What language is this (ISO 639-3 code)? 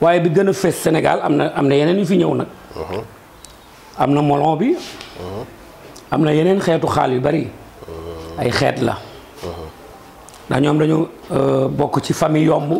wol